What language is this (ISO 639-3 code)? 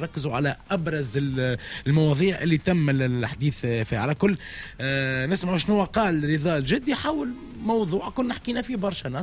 aeb